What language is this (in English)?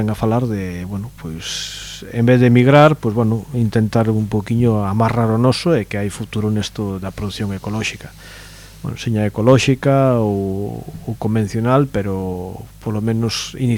Galician